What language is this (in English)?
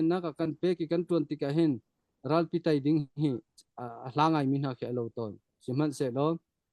Hakha Chin